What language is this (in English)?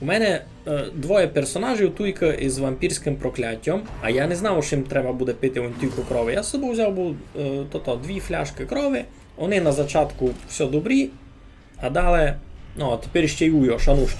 Rusyn